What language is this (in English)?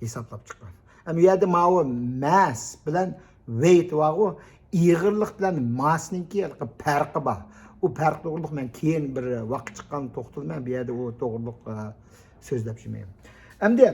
Uyghur